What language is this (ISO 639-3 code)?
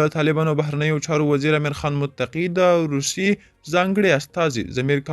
pus